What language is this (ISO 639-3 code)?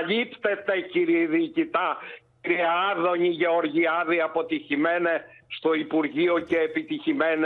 ell